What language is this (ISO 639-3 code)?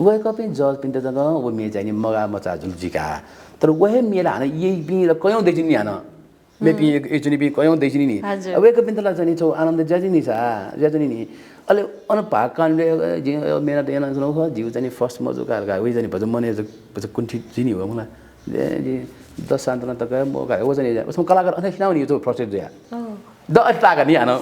new